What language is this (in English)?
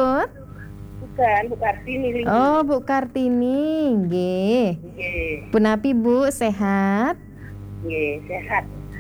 Balinese